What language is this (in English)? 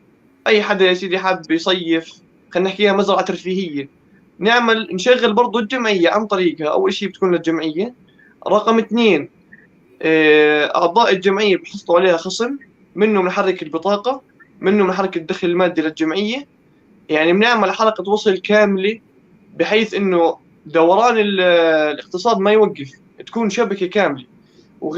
North Levantine Arabic